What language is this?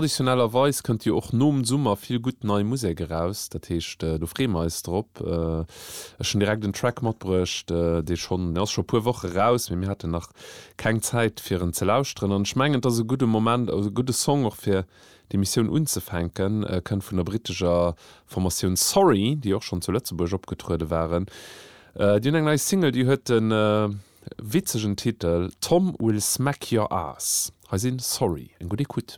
Luxembourgish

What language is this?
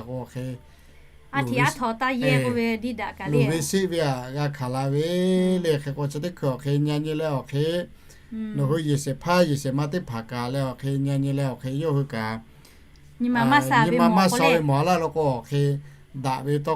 Lahu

